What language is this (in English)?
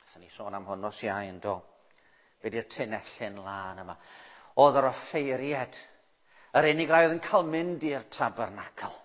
Welsh